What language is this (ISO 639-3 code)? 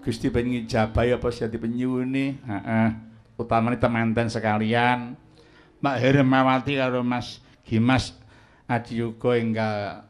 jav